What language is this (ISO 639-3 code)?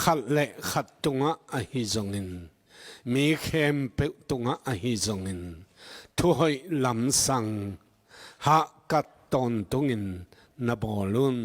ctd